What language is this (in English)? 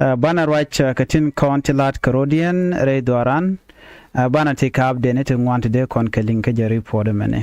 Nuer